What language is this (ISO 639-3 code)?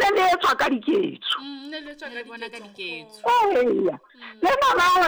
sot